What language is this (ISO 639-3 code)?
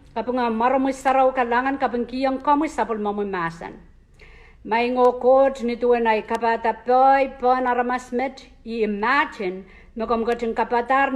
pon